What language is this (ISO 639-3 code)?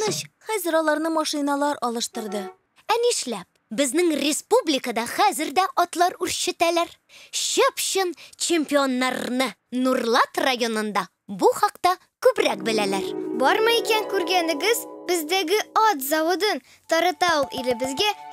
tat